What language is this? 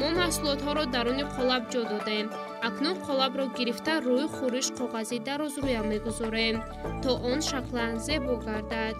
Tajik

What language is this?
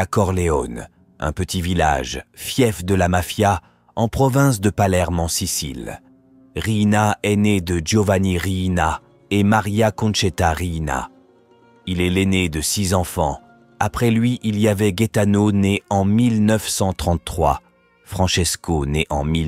French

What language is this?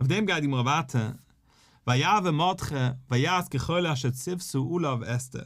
Yiddish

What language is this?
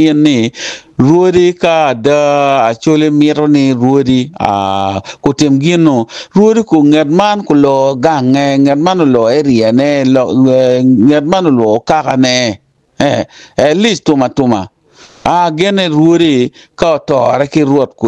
Acoli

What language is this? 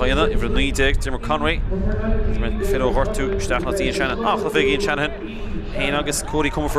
Irish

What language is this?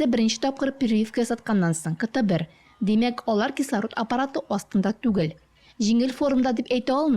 Tatar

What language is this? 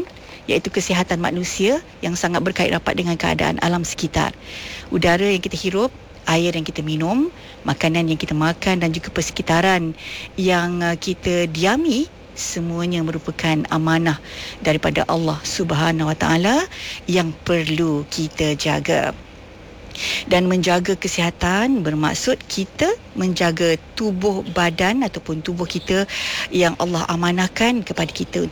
Malay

